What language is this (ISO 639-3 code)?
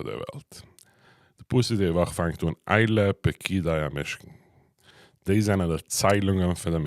yid